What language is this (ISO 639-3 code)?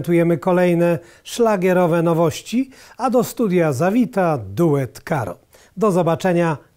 pol